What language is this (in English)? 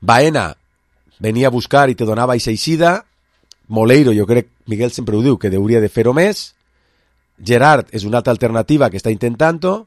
Catalan